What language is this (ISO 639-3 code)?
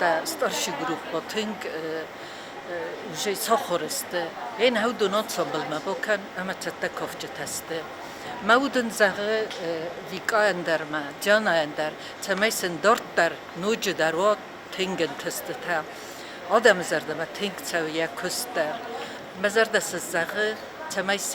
oss